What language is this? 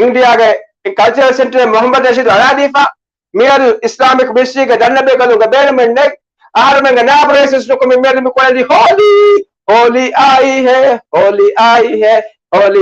Divehi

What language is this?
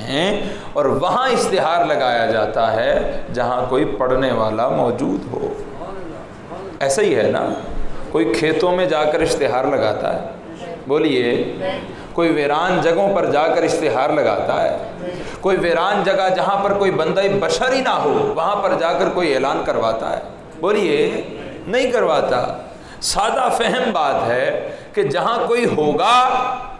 Urdu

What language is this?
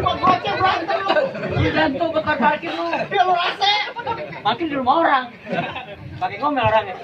Betawi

